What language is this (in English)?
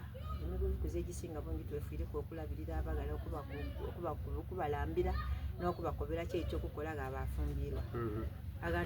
Soga